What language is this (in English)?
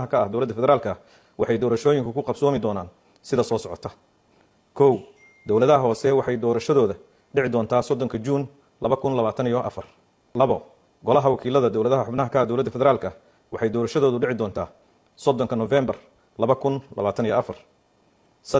Somali